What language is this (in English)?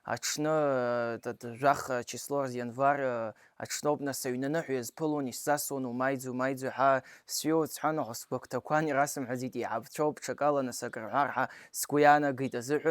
Abkhazian